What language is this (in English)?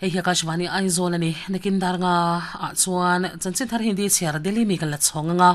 Mizo